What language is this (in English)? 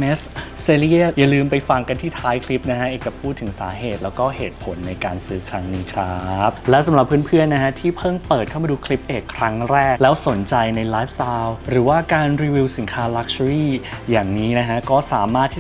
Thai